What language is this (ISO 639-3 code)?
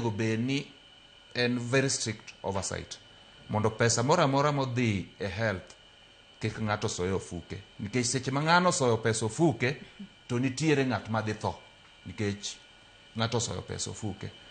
luo